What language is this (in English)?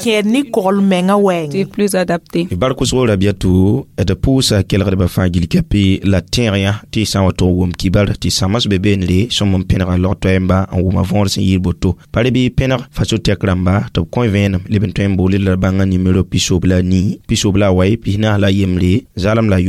Mossi